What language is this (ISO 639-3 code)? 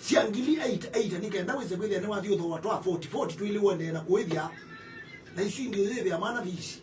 kam